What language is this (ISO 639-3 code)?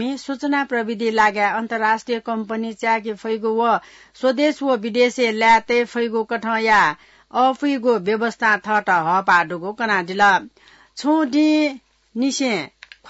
new